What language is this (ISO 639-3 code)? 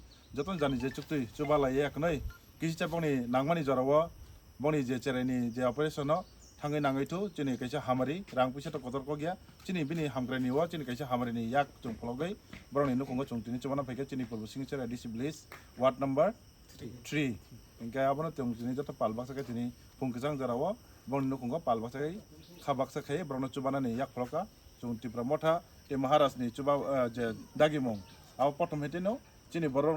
trp